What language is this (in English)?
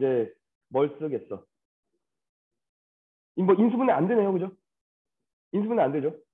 Korean